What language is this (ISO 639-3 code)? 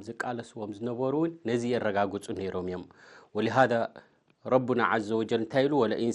tir